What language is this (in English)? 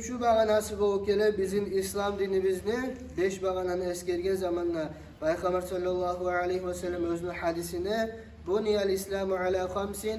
Kumyk